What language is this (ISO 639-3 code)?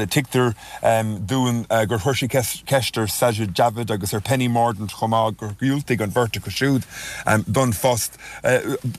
gle